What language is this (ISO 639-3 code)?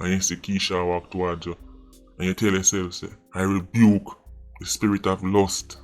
jam